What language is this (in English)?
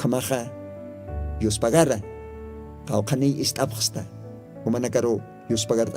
Aymara